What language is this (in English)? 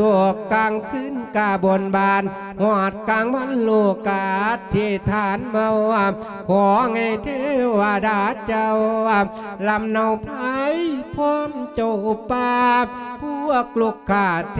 Lao